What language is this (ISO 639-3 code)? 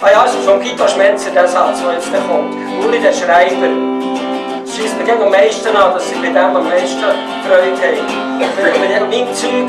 gsw